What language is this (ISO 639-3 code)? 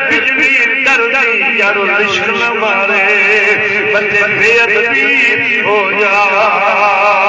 skr